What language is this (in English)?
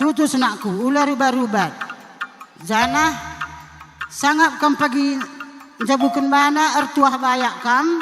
Batak Karo